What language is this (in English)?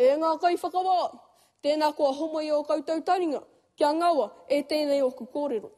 Māori